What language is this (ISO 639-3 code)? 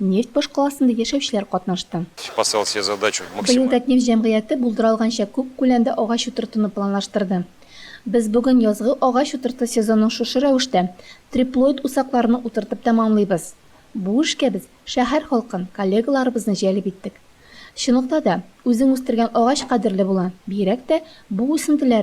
tat